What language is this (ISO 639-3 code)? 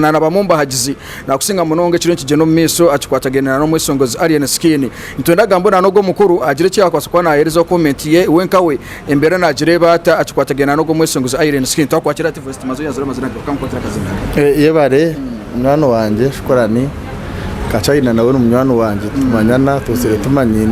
nyn